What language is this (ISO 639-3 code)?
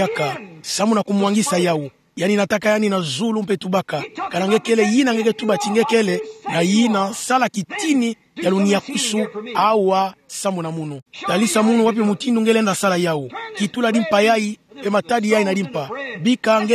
ktu